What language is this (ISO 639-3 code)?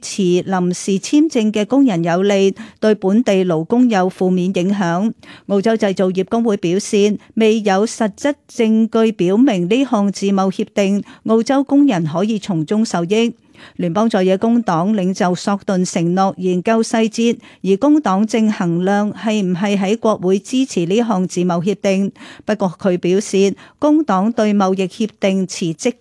yue